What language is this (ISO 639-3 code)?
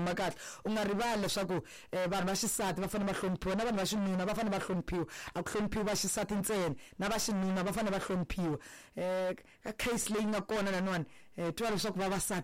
tso